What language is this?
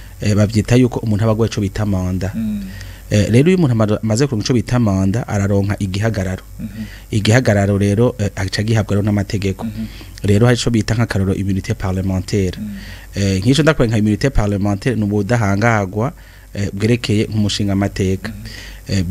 Rundi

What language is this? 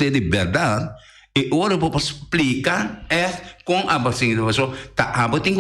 Papiamento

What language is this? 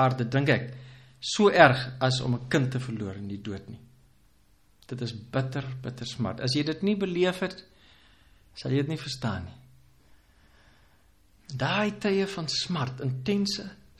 Afrikaans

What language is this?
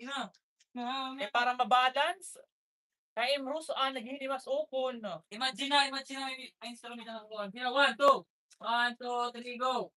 Waray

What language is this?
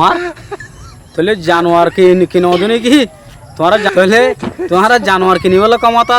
Rohingya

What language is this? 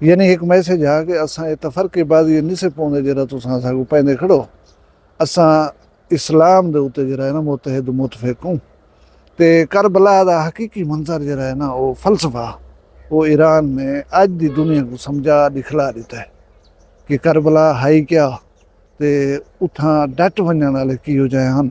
Saraiki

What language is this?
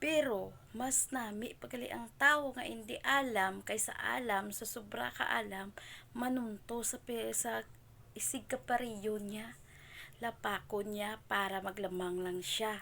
Hiligaynon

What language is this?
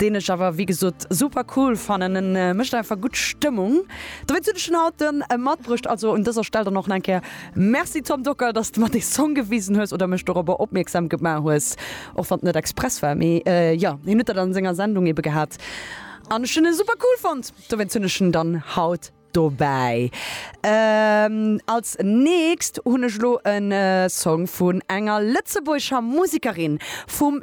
Luxembourgish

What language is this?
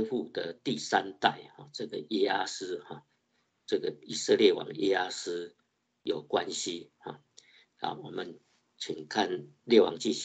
Chinese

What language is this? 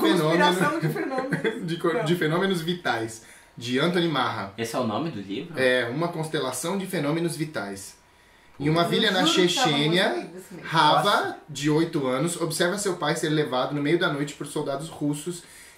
Portuguese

